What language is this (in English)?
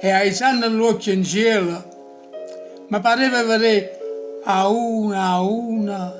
Neapolitan